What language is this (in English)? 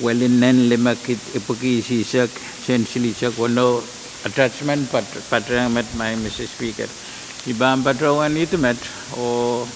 Pohnpeian